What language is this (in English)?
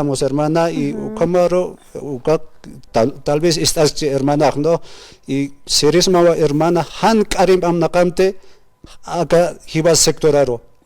Aymara